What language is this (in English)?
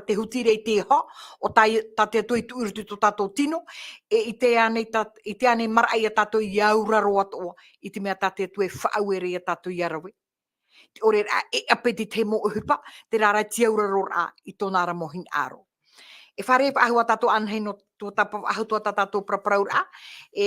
Tahitian